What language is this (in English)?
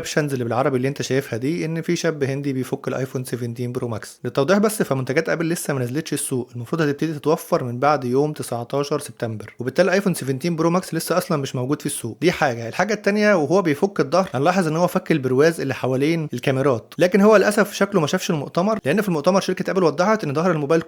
Egyptian Arabic